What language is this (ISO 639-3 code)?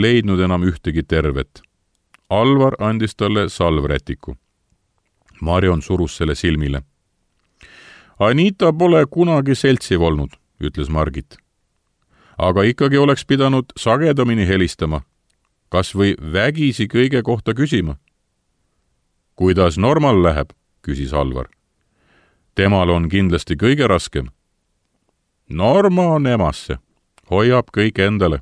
est